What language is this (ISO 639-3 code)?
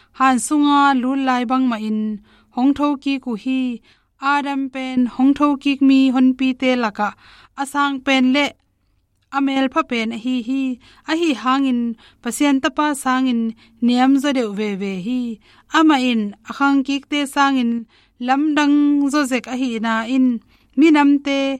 ctd